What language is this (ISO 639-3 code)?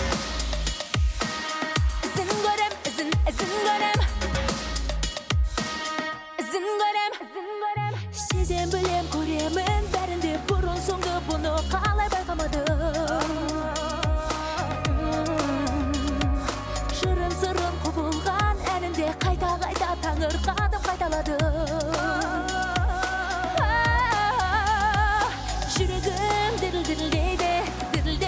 kaz